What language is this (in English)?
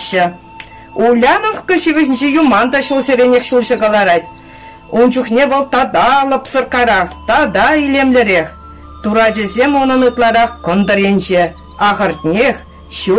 Chuvash